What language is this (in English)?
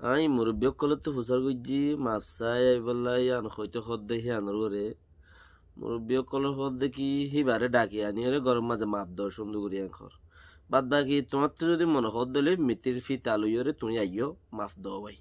Rohingya